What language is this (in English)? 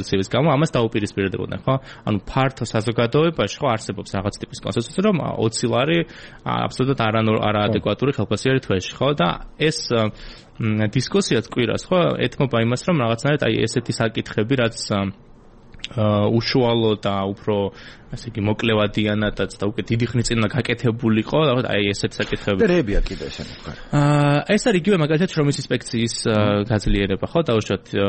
Georgian